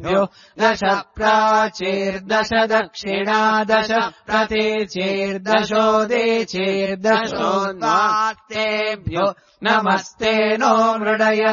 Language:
Sanskrit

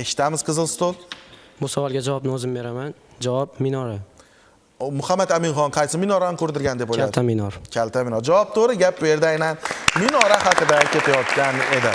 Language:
Uzbek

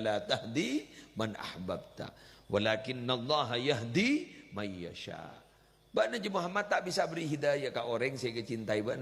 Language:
Madurese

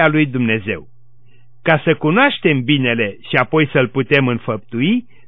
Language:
Romanian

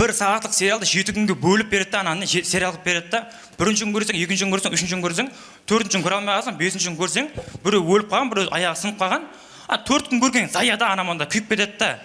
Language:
Kara-Kalpak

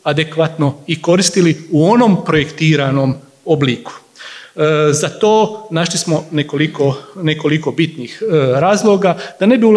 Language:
Croatian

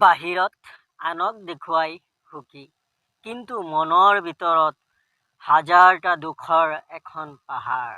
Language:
Assamese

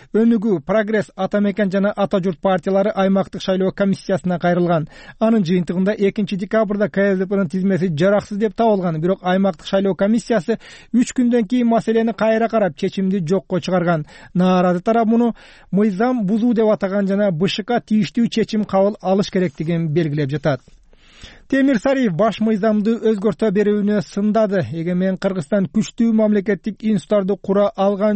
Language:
Kyrgyz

